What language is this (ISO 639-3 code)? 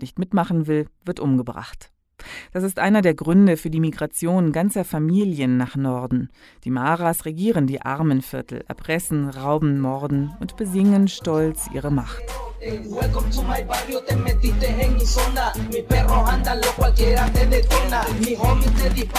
deu